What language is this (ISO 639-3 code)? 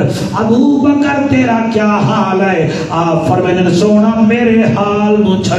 skr